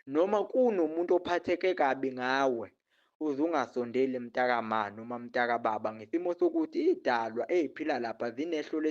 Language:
Zulu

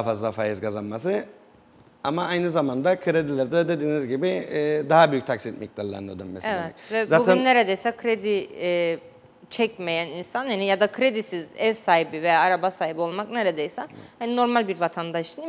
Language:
Turkish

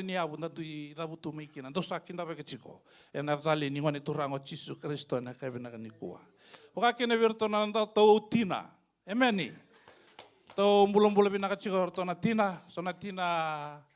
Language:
Fijian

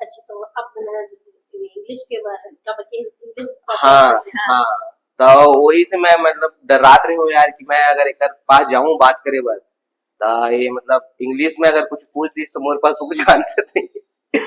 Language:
Chhattisgarhi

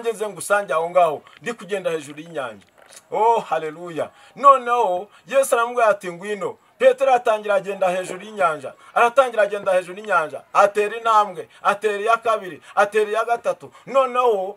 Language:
Kinyarwanda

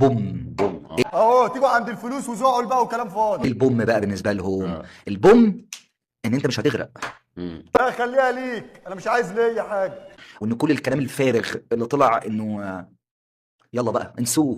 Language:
Egyptian Arabic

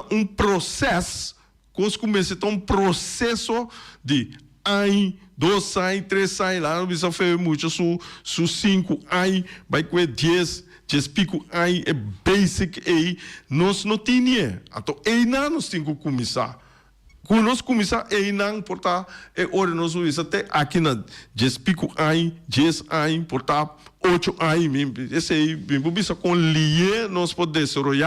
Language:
Papiamento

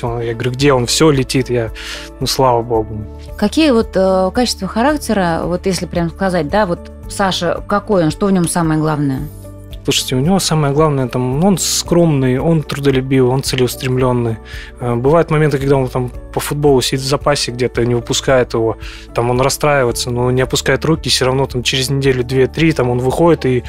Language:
Russian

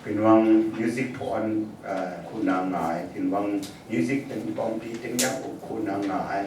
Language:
Kachin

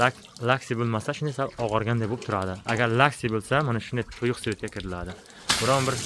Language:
Uzbek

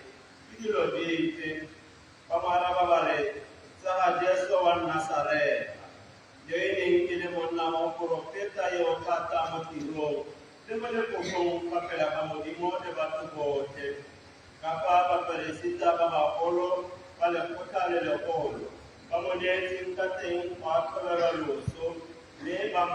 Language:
Tswana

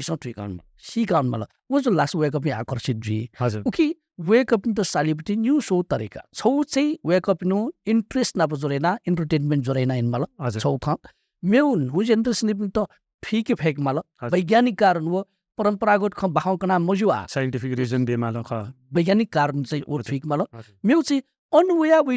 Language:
Newari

